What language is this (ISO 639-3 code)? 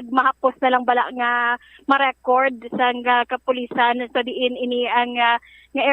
hil